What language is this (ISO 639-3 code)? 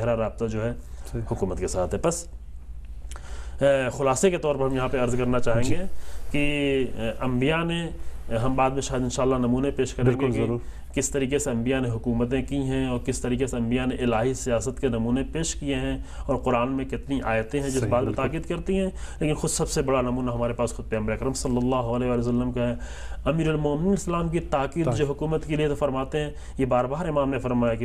urd